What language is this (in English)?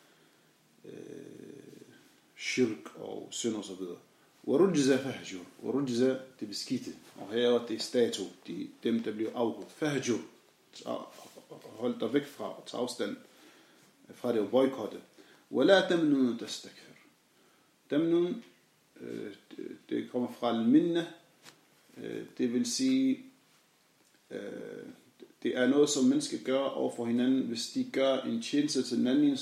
Danish